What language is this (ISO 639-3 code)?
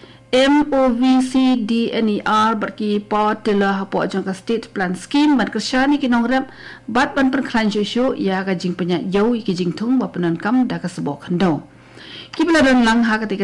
kha